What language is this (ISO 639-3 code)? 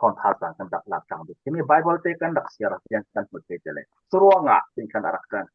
cfm